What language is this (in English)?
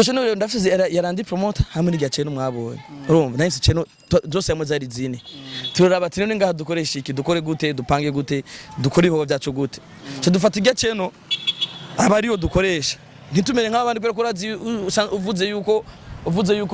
Rundi